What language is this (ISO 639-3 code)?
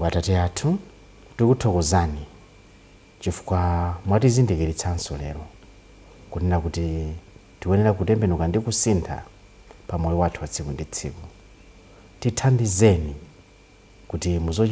nya